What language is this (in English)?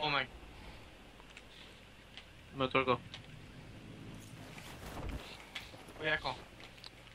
Norwegian